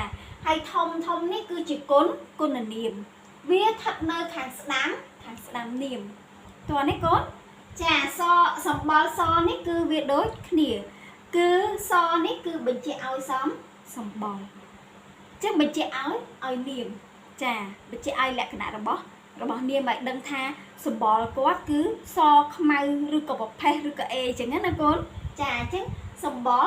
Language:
Khmer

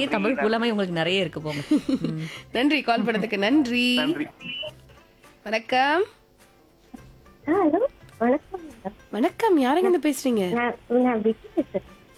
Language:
Tamil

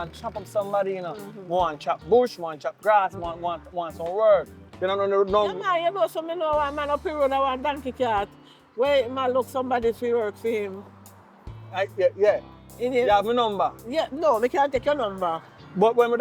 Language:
Jamaican Creole English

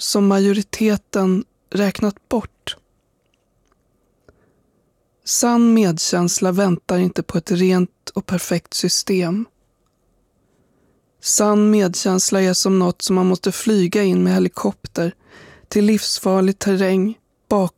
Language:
Swedish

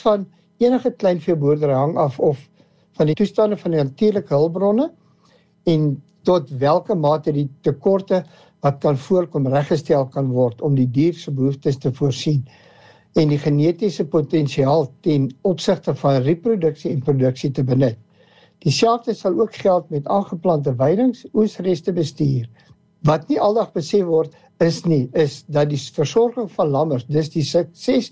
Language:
Afrikaans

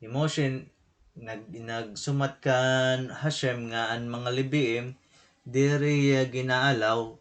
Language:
Waray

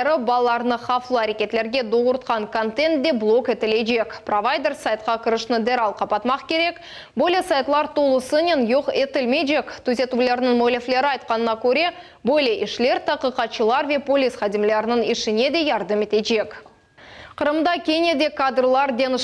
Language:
Crimean Tatar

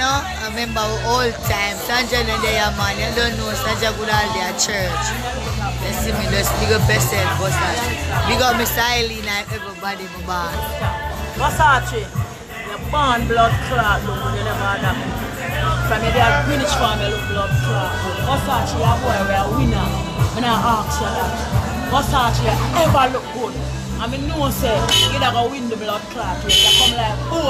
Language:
Jamaican Creole English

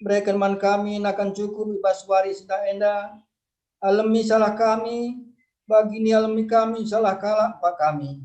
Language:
Batak Karo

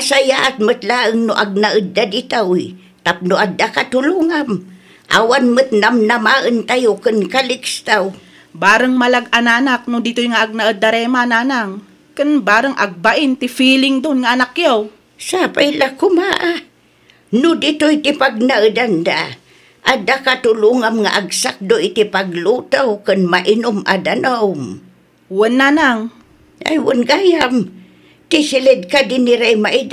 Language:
Iloko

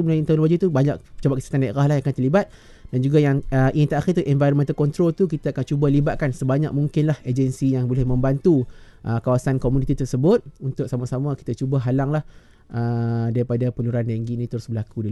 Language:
Malay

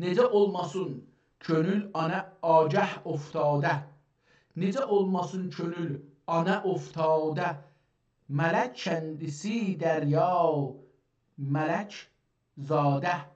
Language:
South Azerbaijani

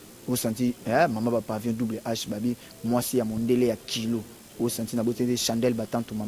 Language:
Lingala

